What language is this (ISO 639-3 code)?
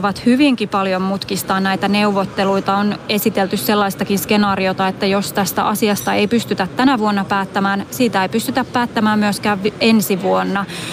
fin